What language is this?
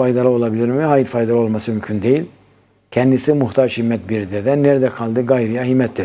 Turkish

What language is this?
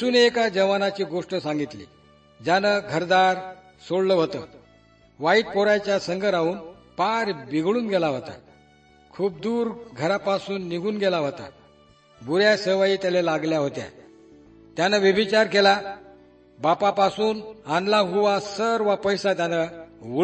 Marathi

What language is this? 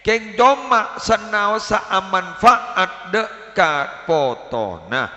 Madurese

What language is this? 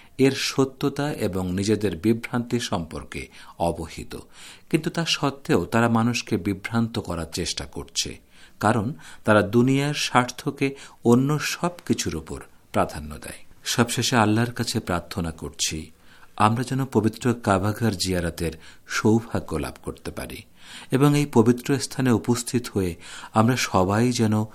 Bangla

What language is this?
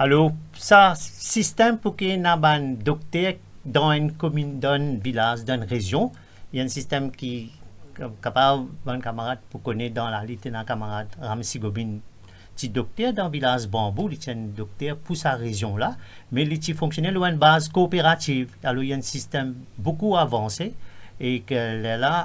Morisyen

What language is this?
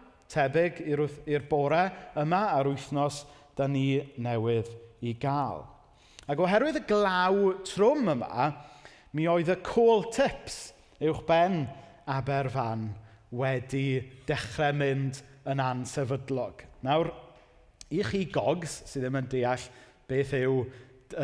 Welsh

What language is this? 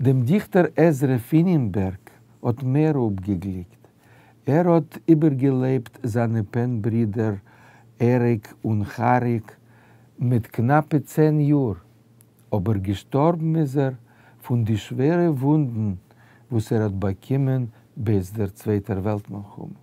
Yiddish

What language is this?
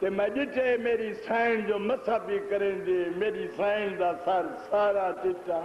Saraiki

